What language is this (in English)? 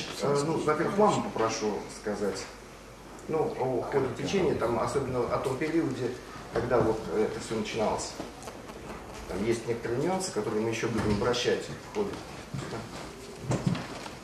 Russian